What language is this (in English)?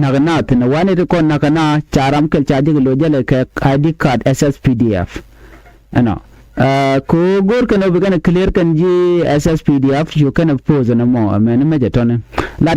Nuer